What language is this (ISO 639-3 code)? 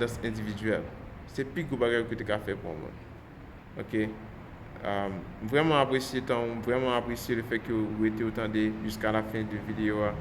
hat